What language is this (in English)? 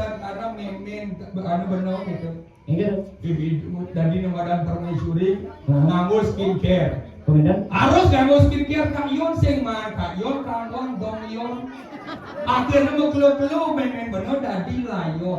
Balinese